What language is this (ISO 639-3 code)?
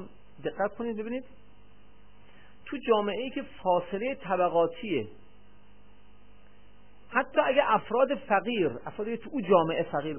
fas